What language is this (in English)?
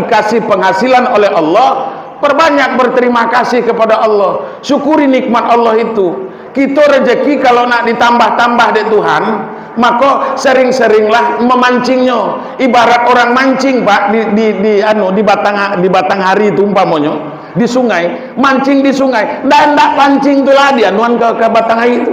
Minangkabau